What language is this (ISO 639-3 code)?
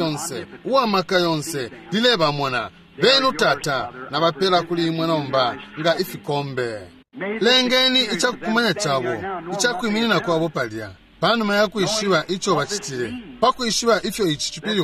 bem